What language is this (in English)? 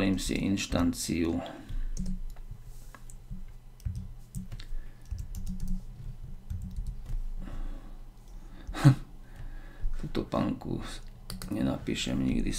Slovak